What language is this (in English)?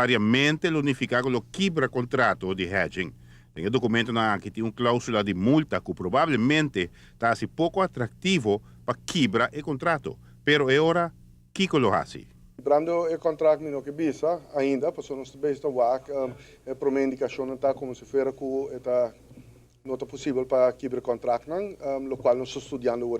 Papiamento